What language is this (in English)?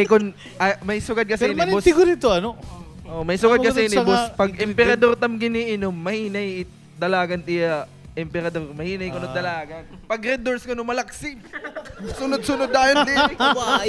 Waray